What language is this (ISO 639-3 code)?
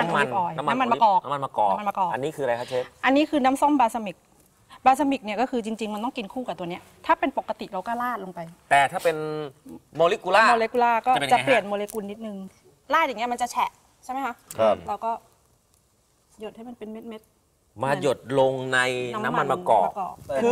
tha